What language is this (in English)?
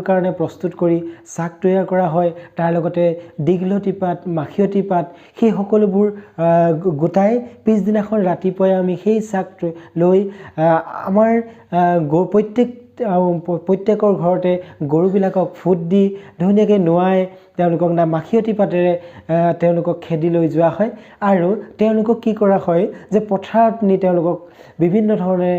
Assamese